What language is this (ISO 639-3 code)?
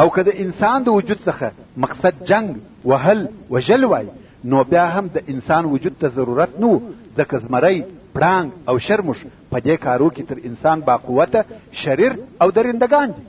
pus